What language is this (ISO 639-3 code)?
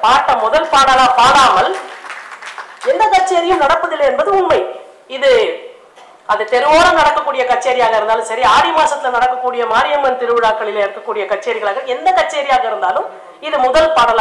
tam